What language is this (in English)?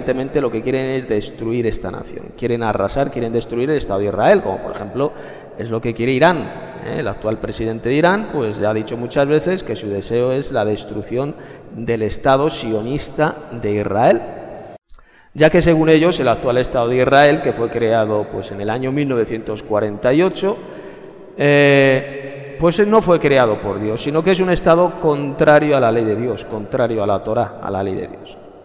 Spanish